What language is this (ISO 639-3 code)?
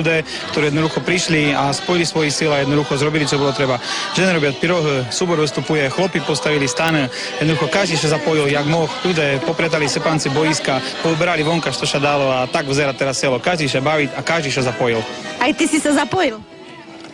rue